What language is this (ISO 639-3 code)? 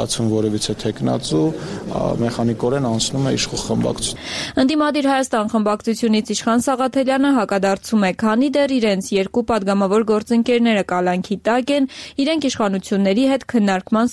hye